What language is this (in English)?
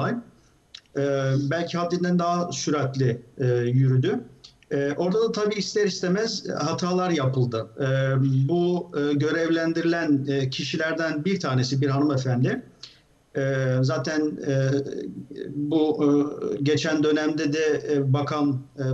Turkish